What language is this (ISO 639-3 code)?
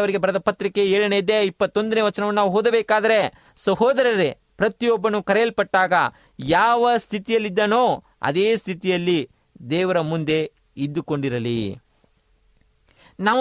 kan